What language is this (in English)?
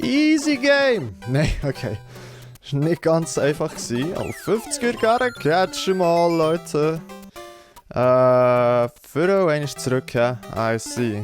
Swiss German